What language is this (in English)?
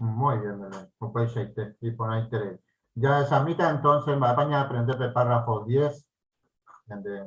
Guarani